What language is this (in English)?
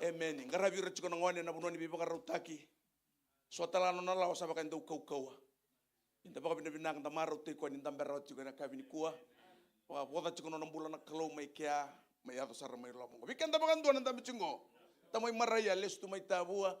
Fijian